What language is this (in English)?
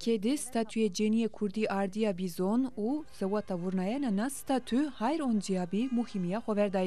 Zaza